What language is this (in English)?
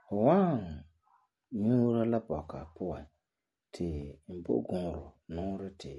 Frafra